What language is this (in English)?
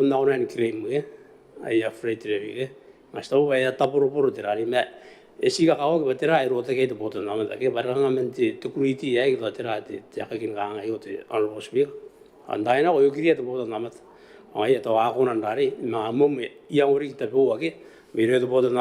Gilbertese